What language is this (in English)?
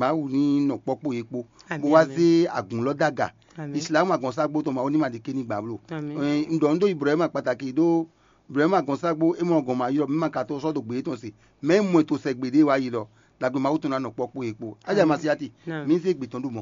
Fon